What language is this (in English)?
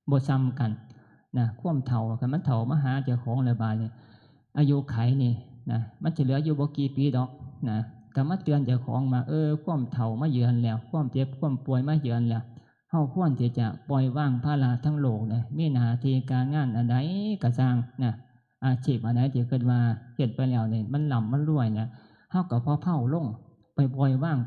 Northeastern Thai